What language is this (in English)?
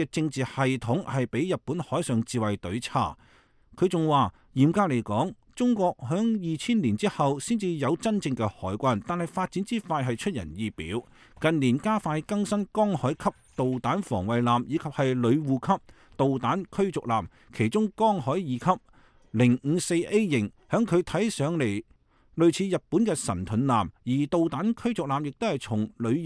Cantonese